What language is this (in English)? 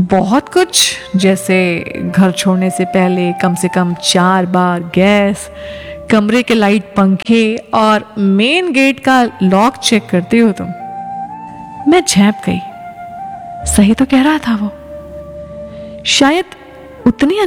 Hindi